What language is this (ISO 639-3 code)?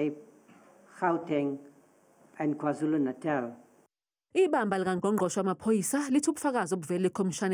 zul